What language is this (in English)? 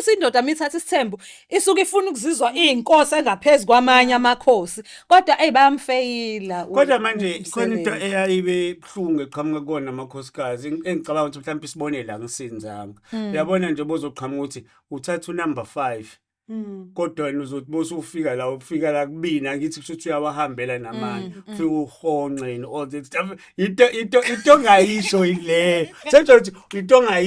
Zulu